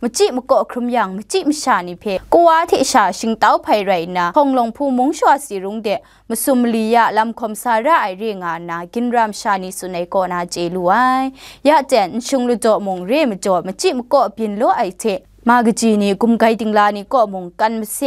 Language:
Kachin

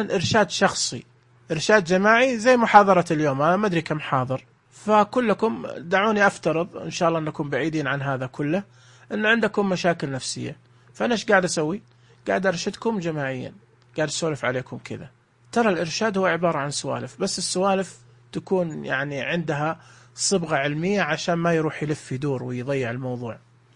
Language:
Najdi Arabic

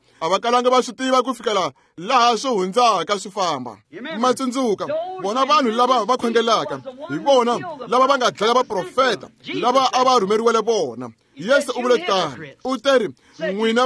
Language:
Tsonga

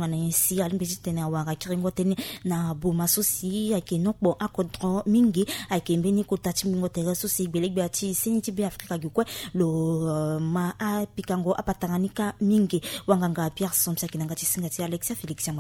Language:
Sango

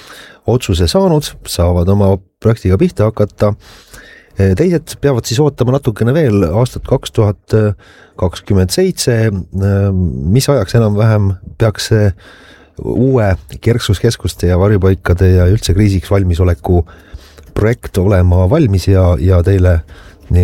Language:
Estonian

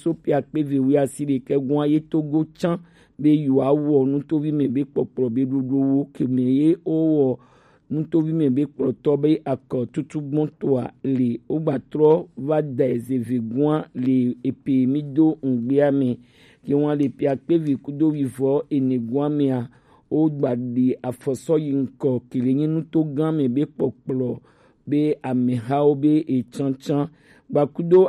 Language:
Gen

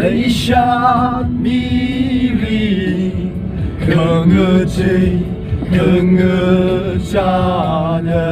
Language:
Tangkhul Naga (India)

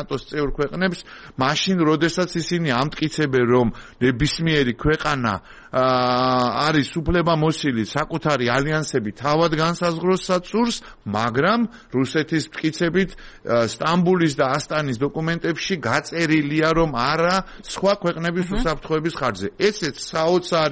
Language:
Georgian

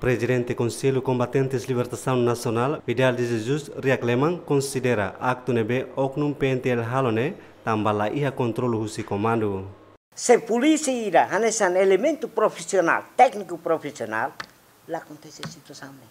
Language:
Tetum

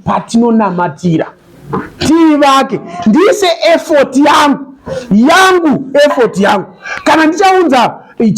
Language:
Shona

